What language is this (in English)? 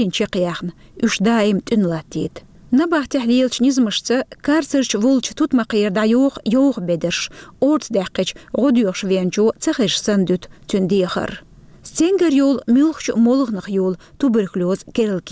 Chechen